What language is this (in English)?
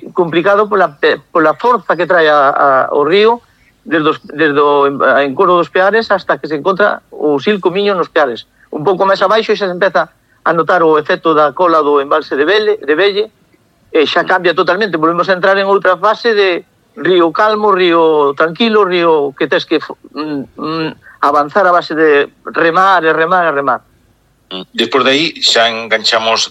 Galician